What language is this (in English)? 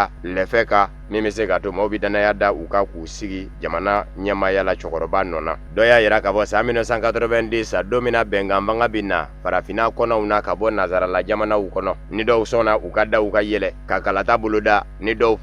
Bambara